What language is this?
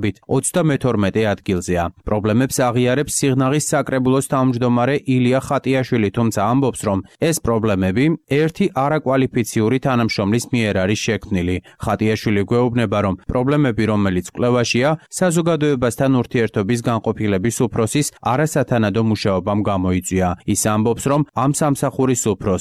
Georgian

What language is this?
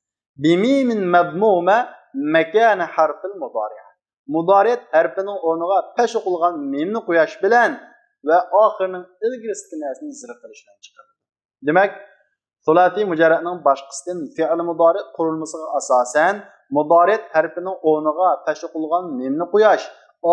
Uyghur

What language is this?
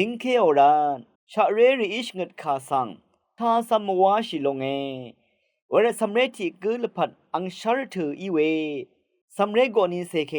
Rawang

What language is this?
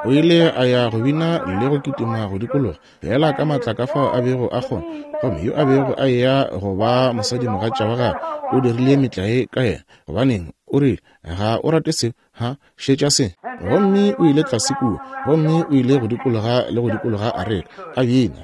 Northern Sotho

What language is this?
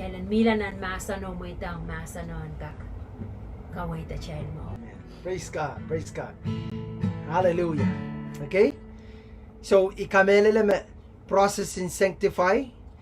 Pohnpeian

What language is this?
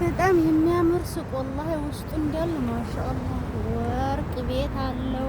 Amharic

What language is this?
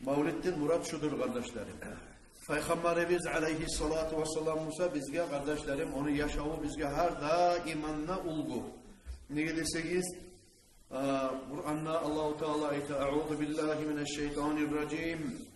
Kumyk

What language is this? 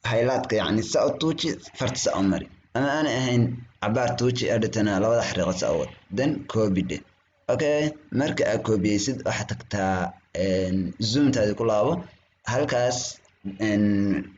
Somali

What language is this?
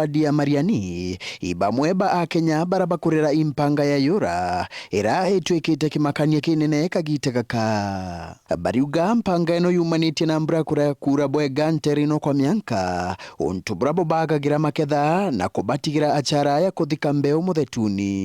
Meru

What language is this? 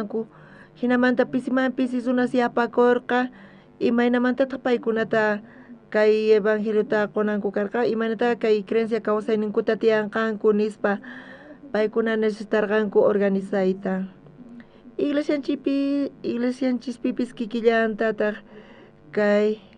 South Bolivian Quechua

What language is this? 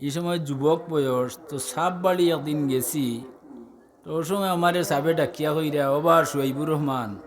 Sylheti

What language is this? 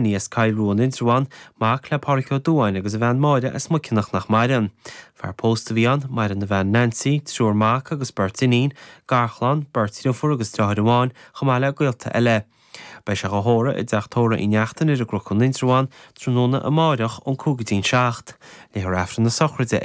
Irish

